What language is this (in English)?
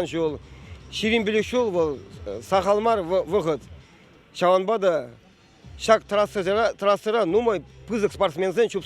Chuvash